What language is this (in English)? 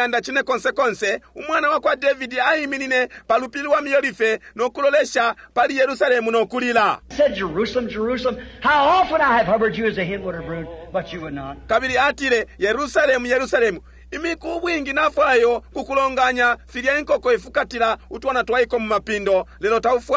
Bemba